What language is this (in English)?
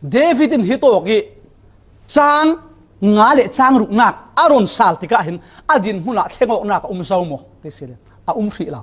Falam Chin